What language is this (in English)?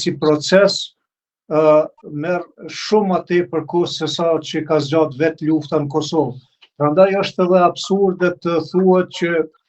Albanian